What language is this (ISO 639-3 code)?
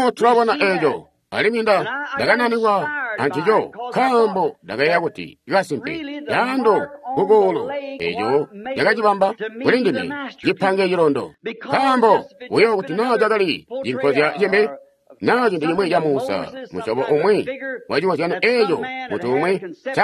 toi